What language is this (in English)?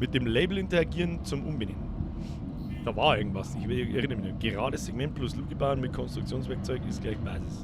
Bavarian